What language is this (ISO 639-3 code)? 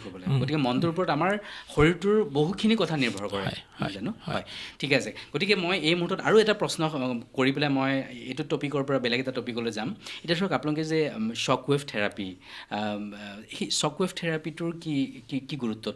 asm